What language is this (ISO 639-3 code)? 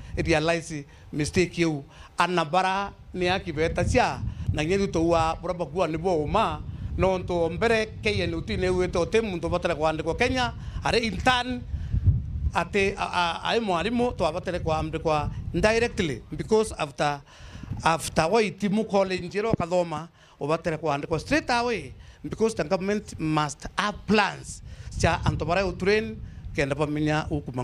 mer